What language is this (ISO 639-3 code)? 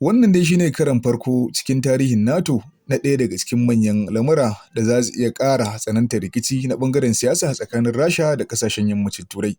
hau